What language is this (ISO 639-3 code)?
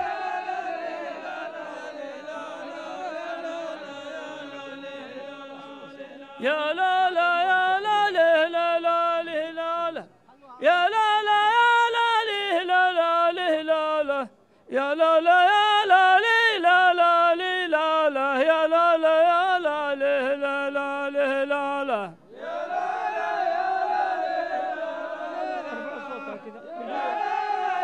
ara